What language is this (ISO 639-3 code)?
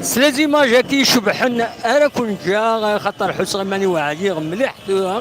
kab